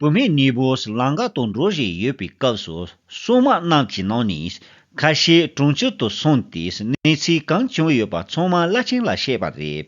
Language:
Tibetan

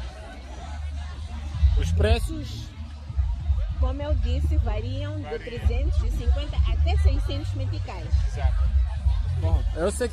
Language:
Portuguese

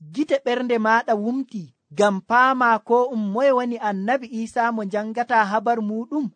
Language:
Nigerian Fulfulde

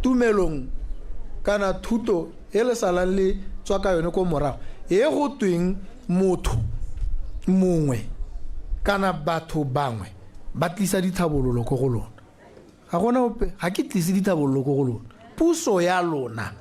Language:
Tswana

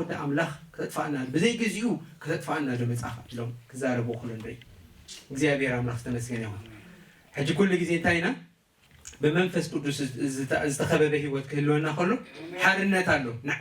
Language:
Tigrinya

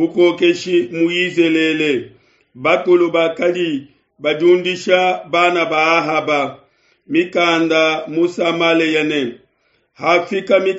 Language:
Luba-Lulua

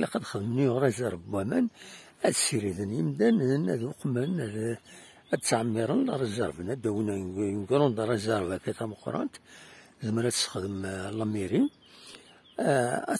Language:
Kabyle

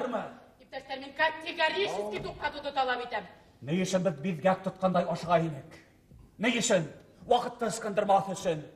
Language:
Bashkir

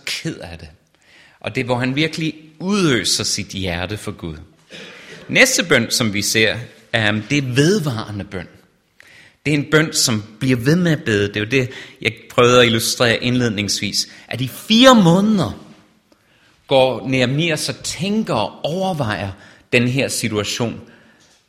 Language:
Danish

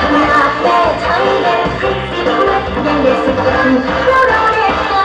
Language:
Lao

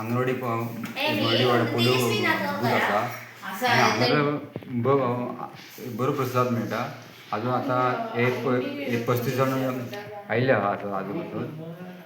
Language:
Konkani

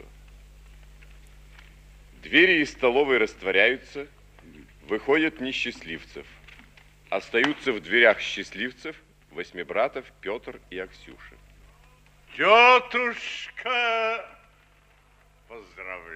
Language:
Russian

